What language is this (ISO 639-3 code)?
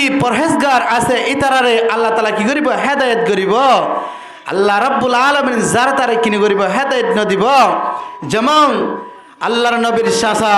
rhg